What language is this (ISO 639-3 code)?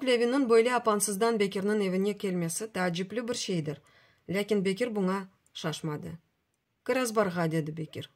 crh